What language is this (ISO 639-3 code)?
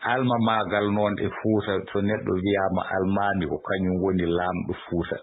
ful